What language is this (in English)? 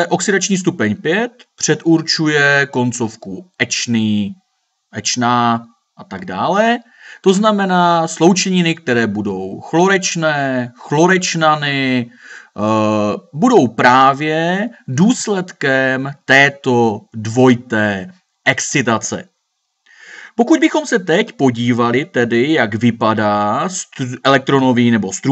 Czech